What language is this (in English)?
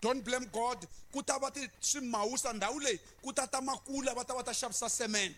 Tsonga